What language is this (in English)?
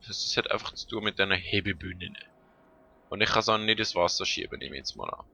Swiss German